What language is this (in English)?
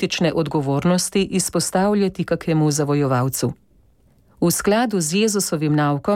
Slovenian